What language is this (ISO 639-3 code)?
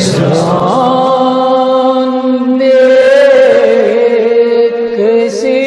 kas